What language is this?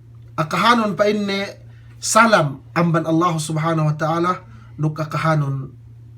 Yakan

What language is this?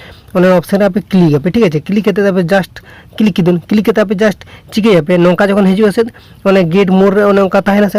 Santali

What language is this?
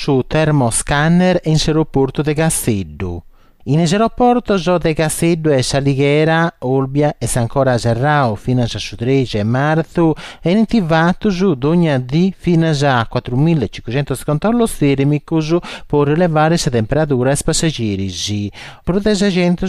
Sardinian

